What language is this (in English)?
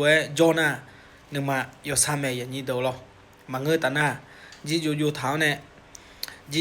Akha